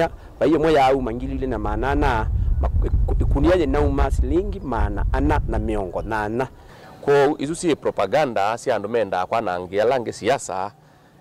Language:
Kamba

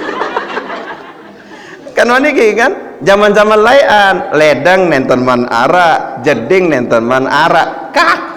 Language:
Sasak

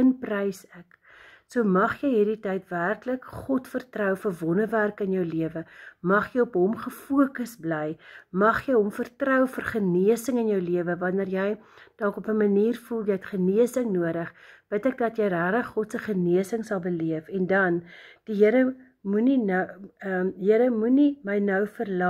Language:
Afrikaans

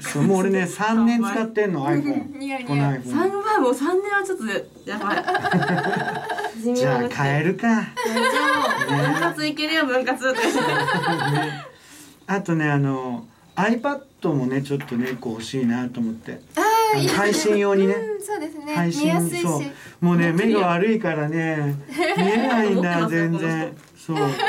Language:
Japanese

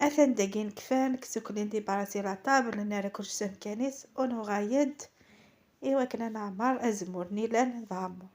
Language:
Kabyle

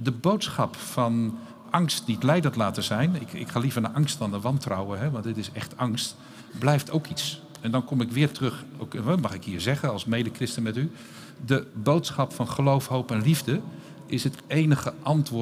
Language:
Dutch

